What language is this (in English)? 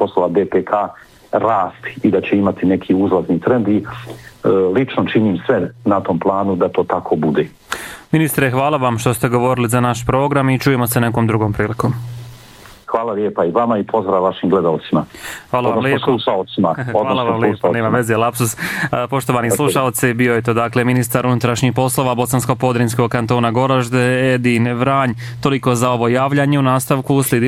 Bosnian